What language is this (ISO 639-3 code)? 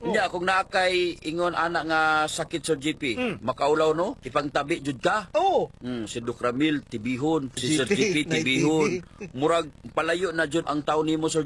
ceb